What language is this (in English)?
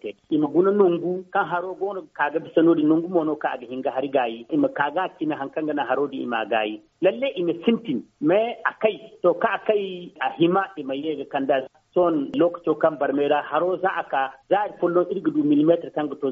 Zarma